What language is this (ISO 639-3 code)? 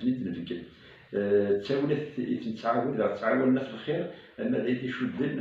kab